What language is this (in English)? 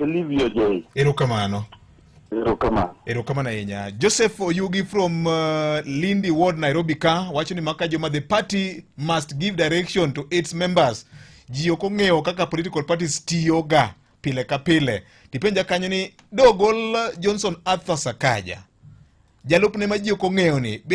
Luo (Kenya and Tanzania)